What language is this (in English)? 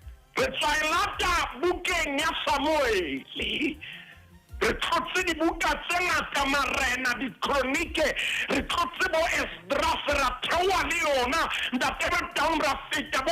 Southern Sotho